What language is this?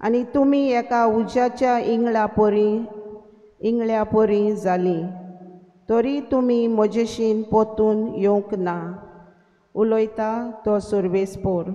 Konkani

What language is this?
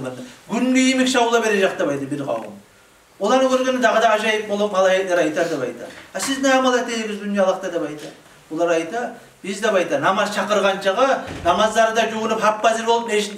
Kumyk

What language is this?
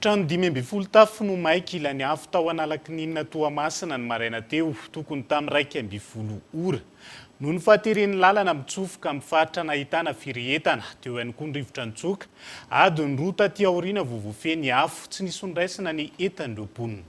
Malagasy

